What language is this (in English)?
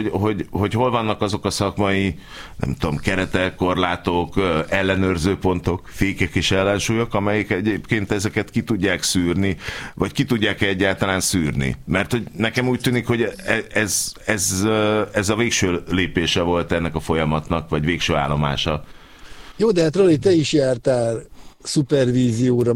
Hungarian